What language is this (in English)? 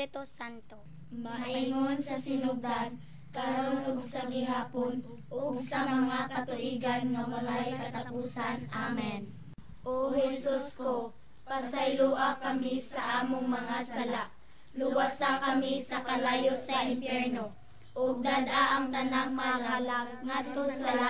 Cebuano